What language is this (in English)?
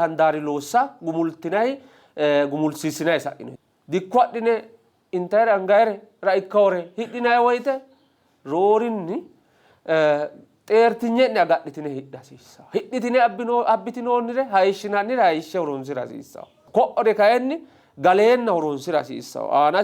Sidamo